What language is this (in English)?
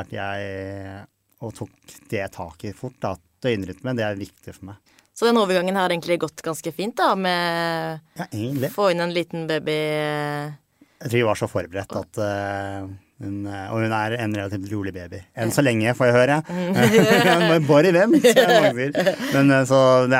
Norwegian